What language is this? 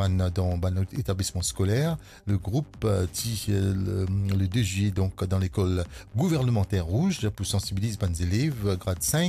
Morisyen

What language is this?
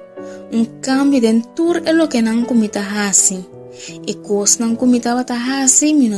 Papiamento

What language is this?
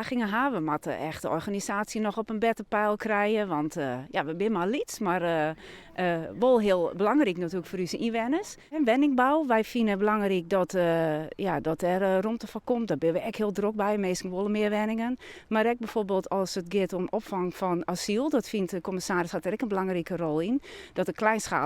Western Frisian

